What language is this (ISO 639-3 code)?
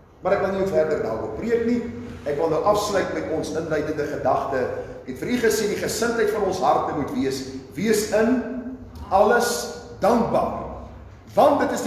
afr